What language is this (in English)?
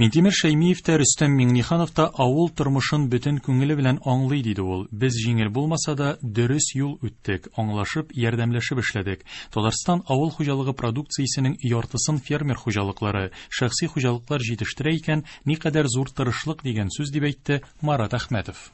Tatar